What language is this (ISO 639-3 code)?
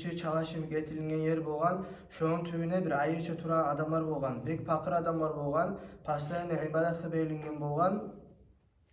kum